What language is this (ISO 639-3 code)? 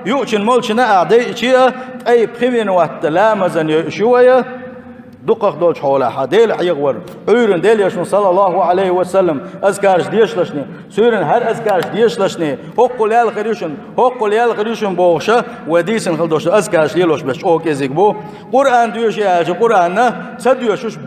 che